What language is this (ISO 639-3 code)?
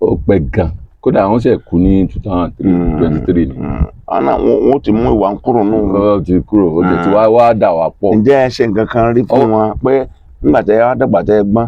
yor